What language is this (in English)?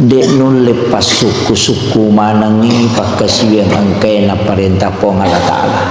Buginese